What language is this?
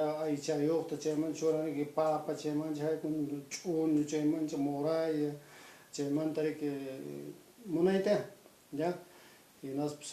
Quechua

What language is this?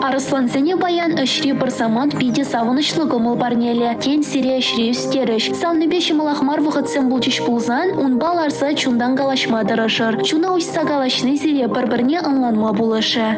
Chuvash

